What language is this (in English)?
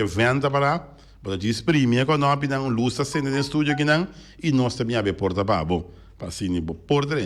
Papiamento